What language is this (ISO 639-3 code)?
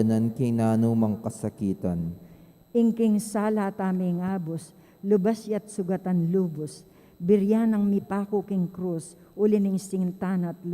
pam